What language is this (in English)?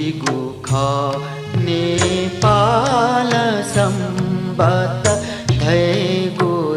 Newari